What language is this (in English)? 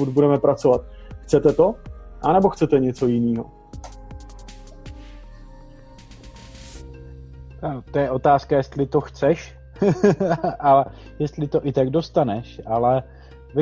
Czech